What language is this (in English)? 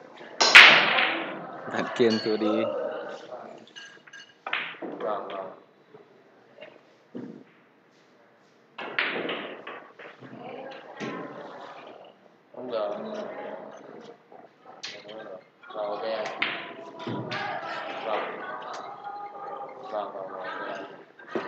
Vietnamese